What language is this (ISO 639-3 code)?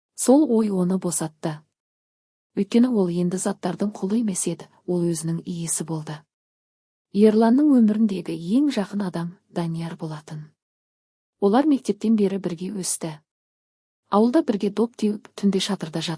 kaz